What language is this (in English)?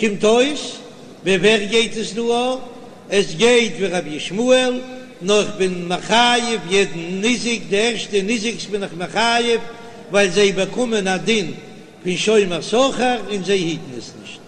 Yiddish